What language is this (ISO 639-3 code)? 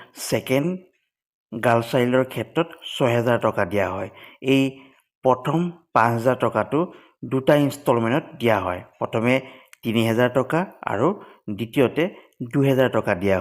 asm